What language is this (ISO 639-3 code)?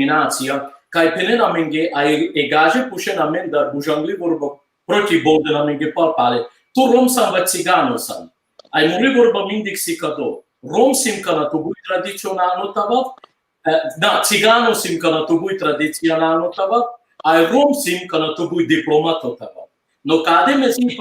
rmn